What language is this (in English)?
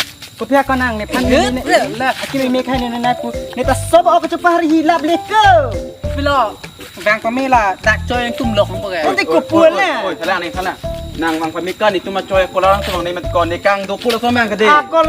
Karbi